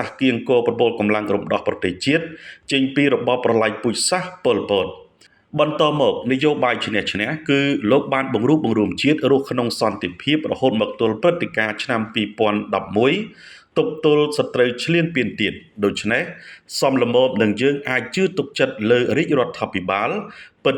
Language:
Khmer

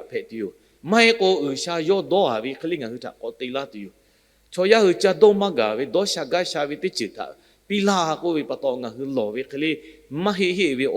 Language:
Lahu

